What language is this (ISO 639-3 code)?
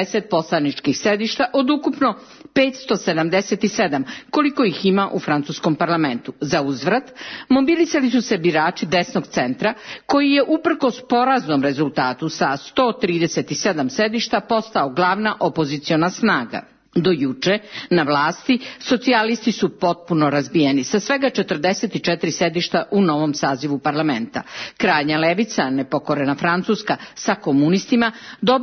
srp